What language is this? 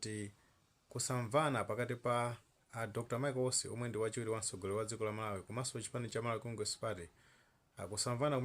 Nyanja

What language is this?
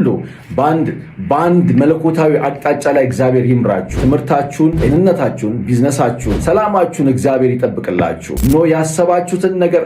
Amharic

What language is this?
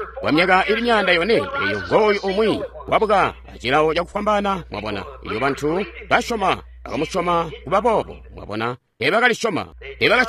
Tonga (Zambia)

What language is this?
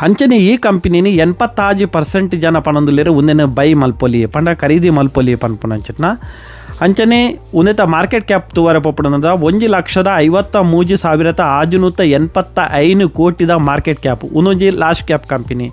Tulu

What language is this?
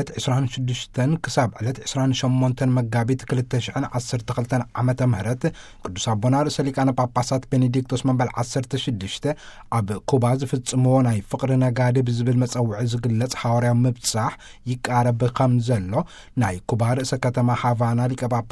Tigrinya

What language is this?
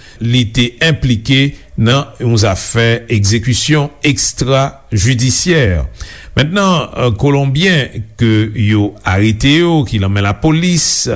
Haitian Creole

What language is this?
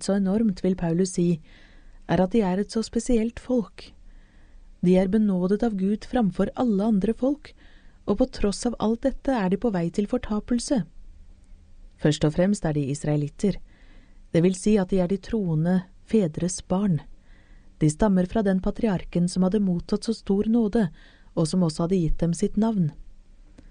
Norwegian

